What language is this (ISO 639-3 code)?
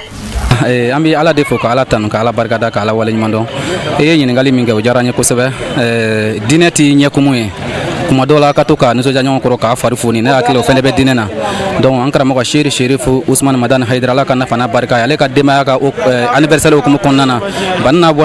bam